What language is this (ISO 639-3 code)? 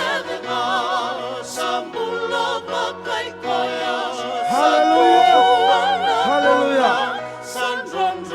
fij